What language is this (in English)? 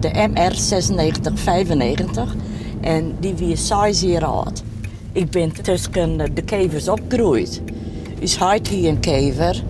Western Frisian